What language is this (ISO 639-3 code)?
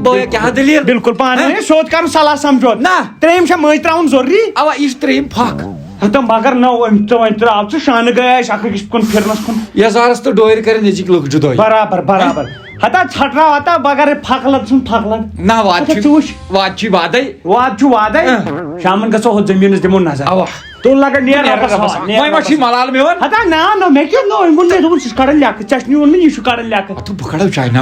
kas